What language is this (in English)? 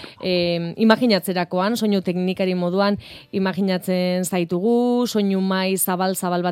Basque